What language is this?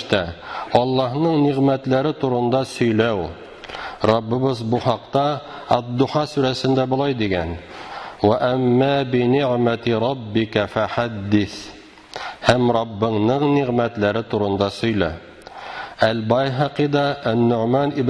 Tatar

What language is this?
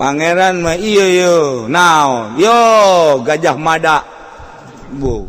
Sundanese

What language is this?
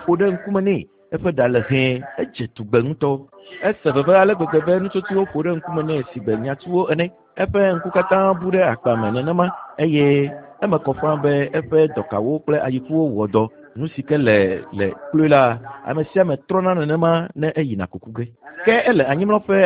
Ewe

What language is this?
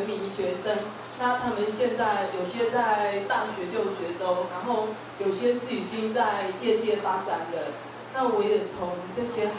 Chinese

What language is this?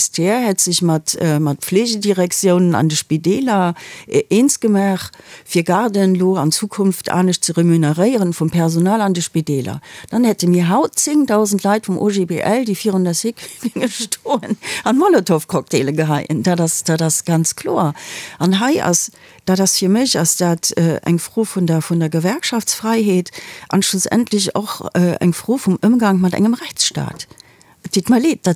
Luxembourgish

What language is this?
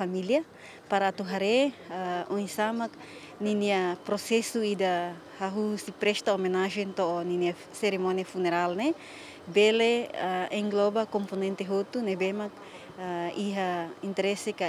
Tetum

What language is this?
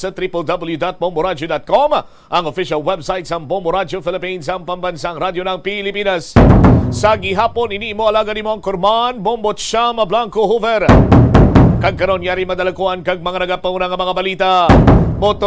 Hiligaynon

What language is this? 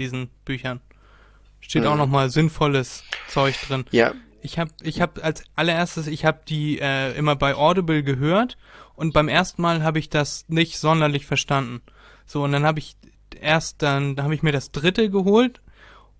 German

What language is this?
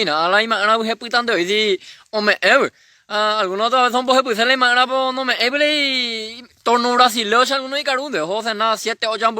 Guarani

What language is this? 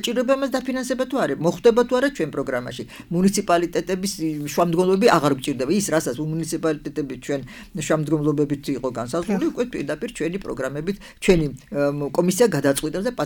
Georgian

